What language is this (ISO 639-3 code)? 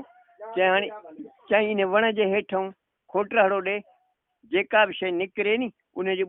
snd